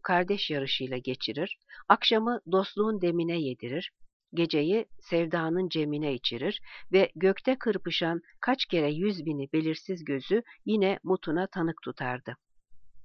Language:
Turkish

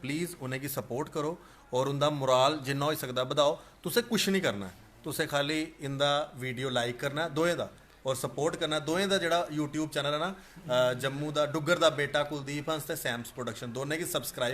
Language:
Dogri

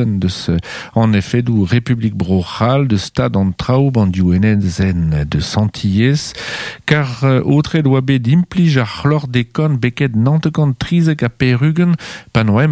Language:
Breton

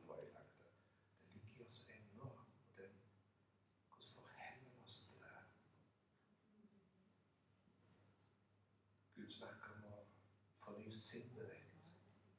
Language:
Norwegian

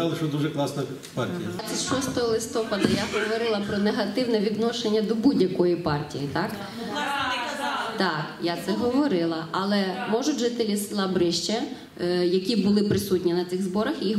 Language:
Ukrainian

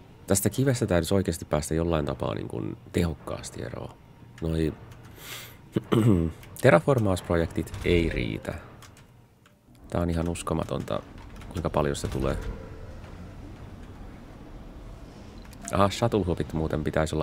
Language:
Finnish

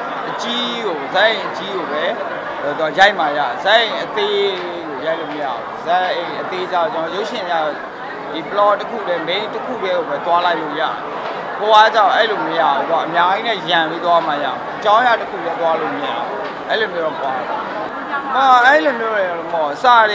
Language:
Burmese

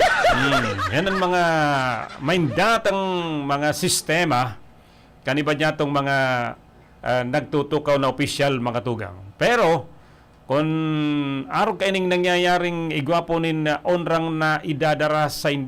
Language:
Bikol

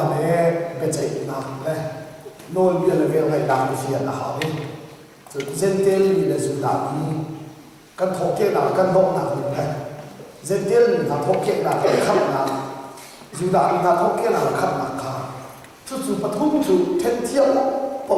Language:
Hakha Chin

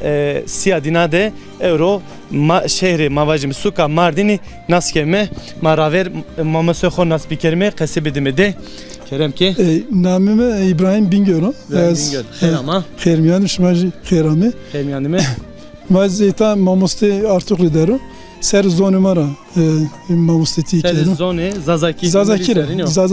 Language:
Zaza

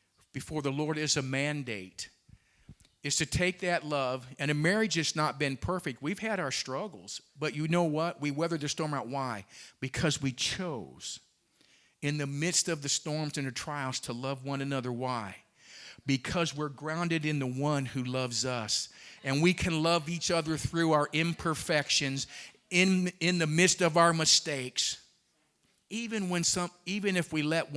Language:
English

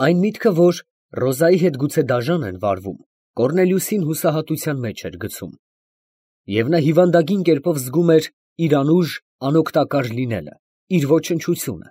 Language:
Armenian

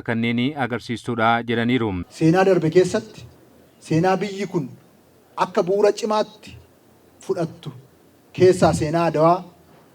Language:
Oromo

